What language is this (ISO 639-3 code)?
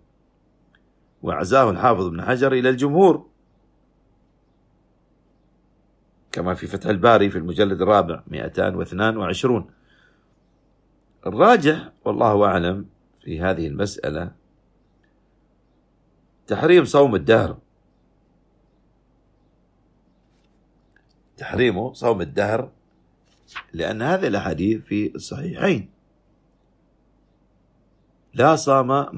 ara